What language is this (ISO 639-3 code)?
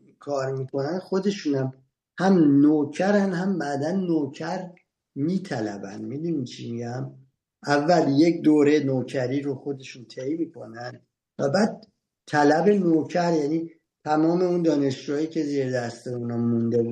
fas